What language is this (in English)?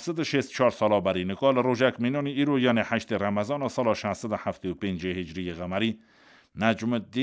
Kurdish